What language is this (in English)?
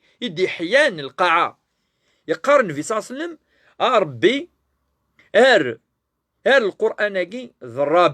Kabyle